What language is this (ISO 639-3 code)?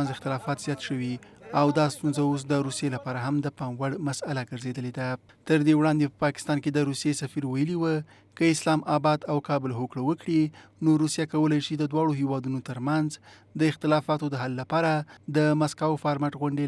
pus